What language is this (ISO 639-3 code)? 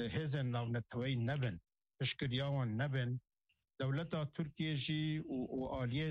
kur